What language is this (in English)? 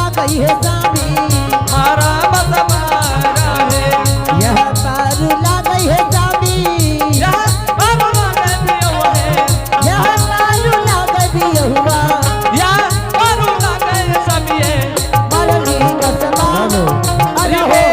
Angika